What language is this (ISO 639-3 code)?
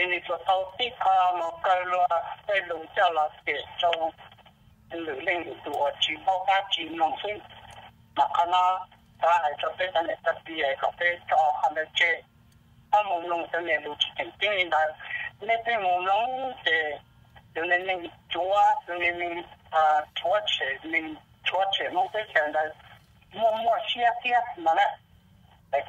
hmn